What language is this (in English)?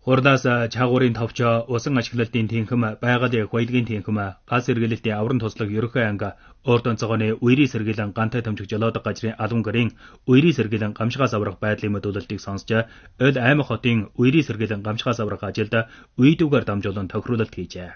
Mongolian